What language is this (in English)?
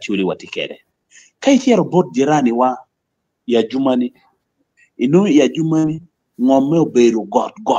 Acoli